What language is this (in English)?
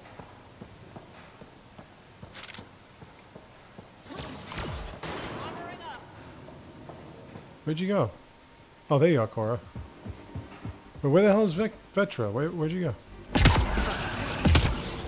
English